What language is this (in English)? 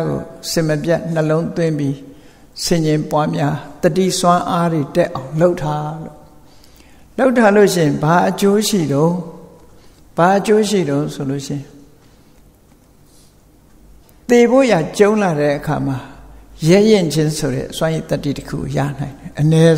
Burmese